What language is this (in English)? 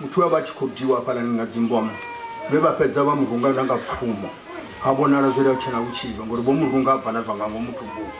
Venda